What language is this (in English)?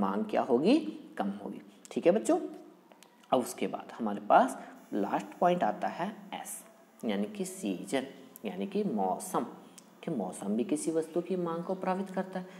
Hindi